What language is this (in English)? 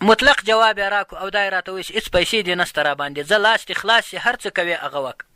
Pashto